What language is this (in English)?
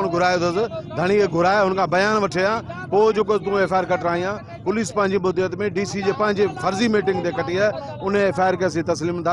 Sindhi